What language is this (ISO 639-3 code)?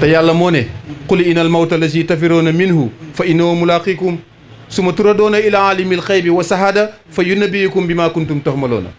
wol